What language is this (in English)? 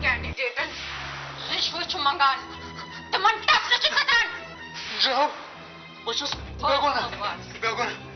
Kashmiri